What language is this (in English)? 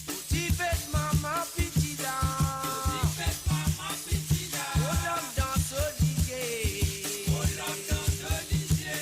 Morisyen